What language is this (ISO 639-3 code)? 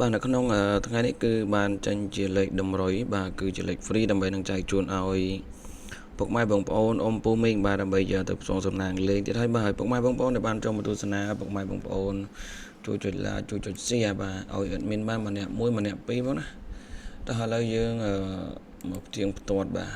khm